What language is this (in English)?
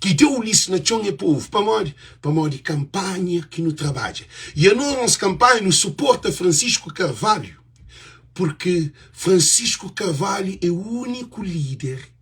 Kabuverdianu